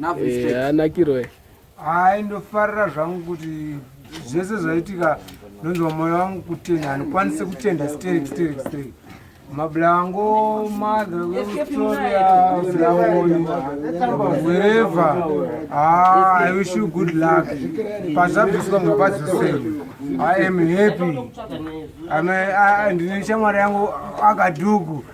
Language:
Shona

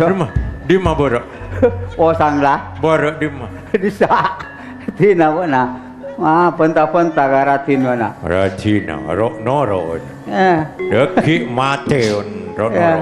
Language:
Madurese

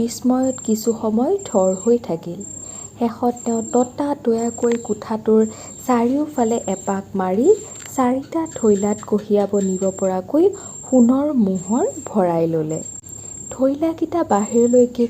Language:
Assamese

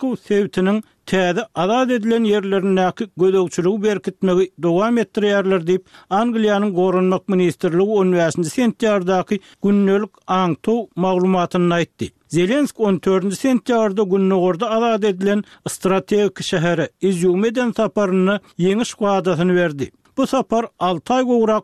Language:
Turkmen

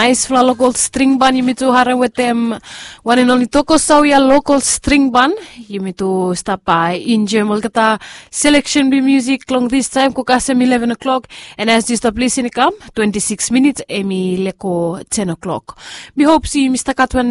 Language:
Bislama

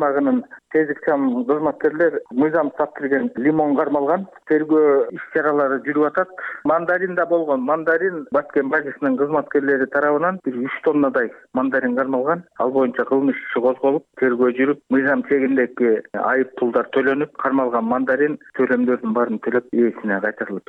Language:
Kyrgyz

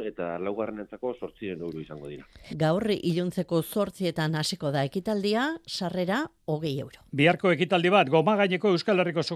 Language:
Basque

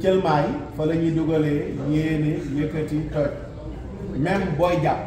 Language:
Wolof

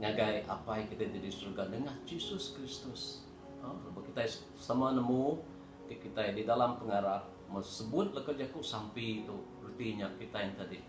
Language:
Iban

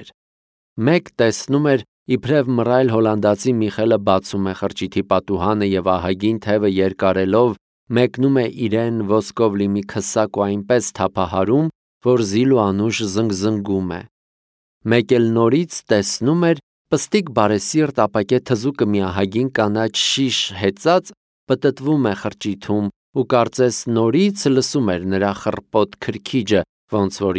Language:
Armenian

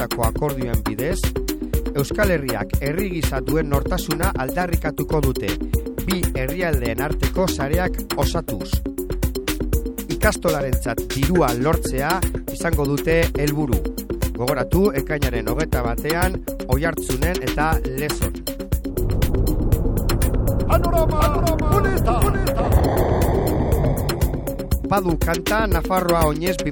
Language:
Basque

